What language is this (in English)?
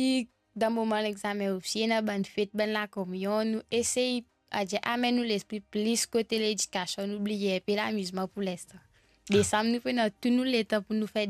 Morisyen